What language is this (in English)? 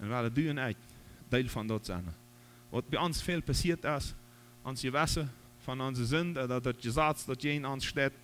Plautdietsch